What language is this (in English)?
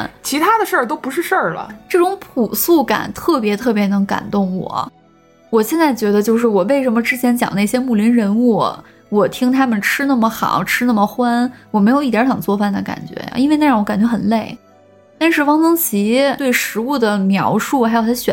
Chinese